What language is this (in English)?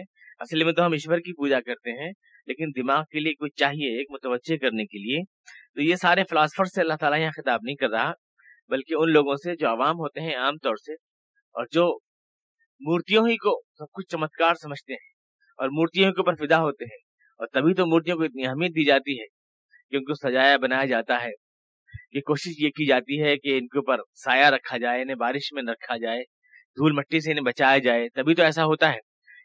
Urdu